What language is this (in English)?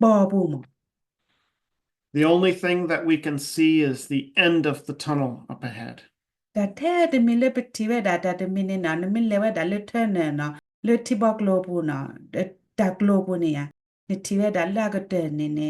S'gaw Karen